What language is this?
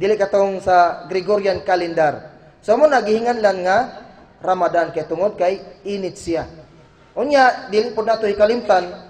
Cebuano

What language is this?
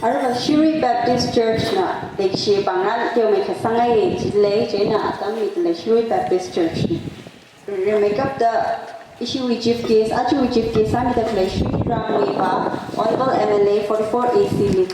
Tangkhul Naga (India)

